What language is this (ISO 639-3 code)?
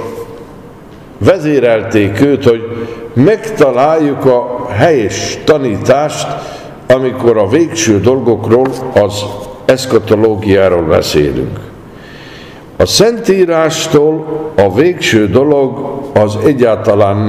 hun